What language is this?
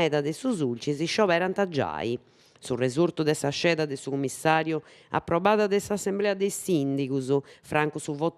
Sardinian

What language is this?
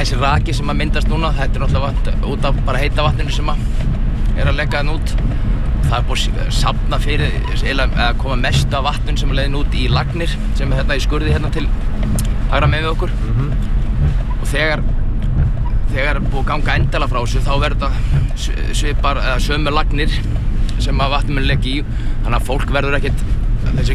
Icelandic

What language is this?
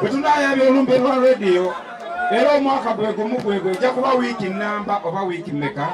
Ganda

